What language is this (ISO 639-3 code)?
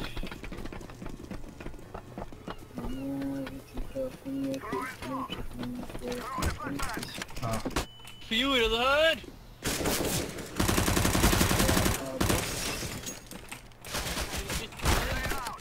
nor